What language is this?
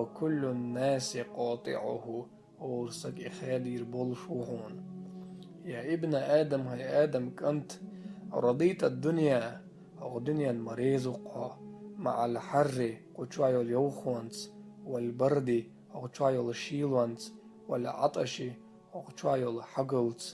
Chechen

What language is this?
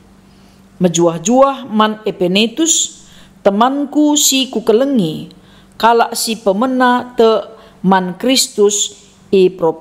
Batak Karo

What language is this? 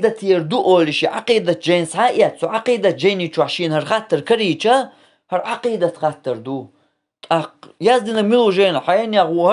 Chechen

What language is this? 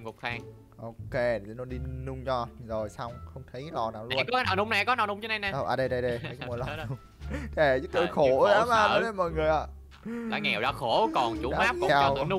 Vietnamese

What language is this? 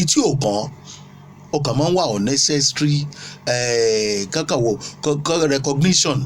Yoruba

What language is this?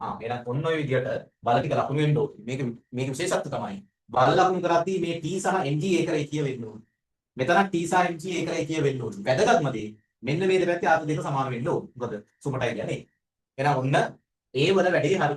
Sinhala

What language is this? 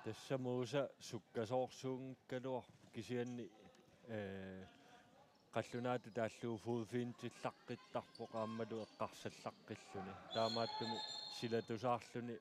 Kalaallisut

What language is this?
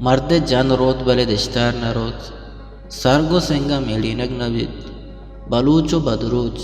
Eastern Balochi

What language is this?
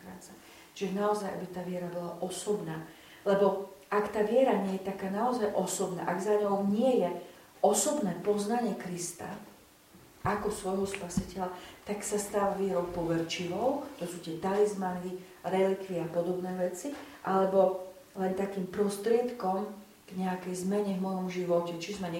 Slovak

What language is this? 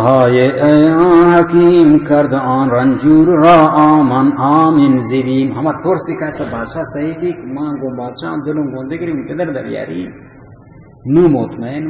Baluchi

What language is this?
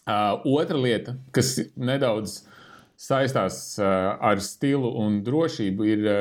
Latvian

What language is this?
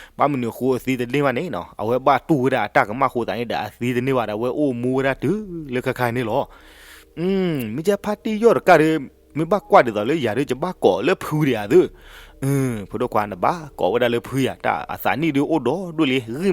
S'gaw Karen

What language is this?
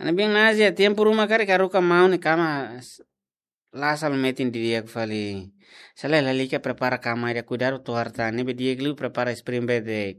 Tetum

